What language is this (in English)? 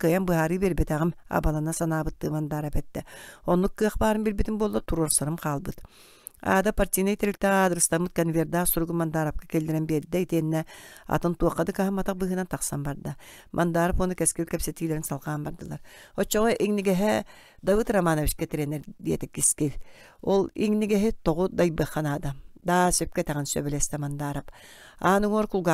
Yakut